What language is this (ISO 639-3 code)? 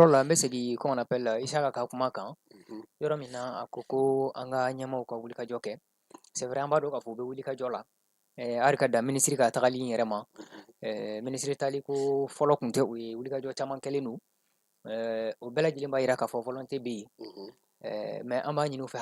bam